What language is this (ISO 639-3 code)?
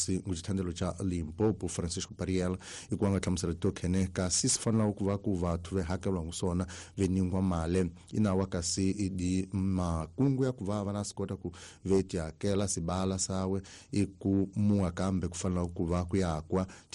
tso